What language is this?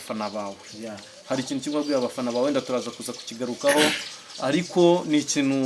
Kinyarwanda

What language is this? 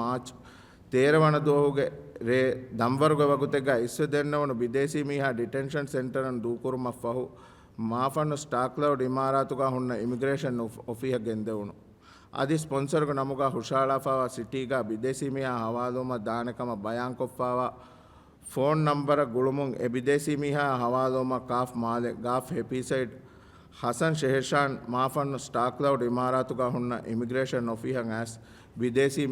Divehi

